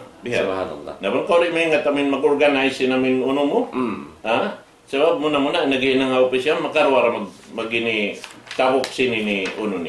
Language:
Tausug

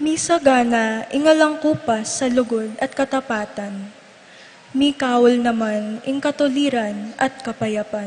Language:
Pampanga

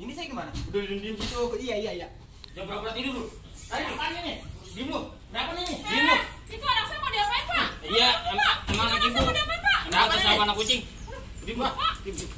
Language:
Betawi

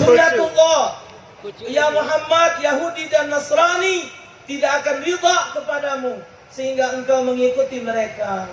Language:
Musi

